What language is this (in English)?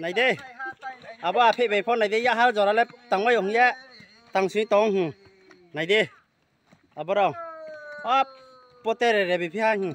Riang (India)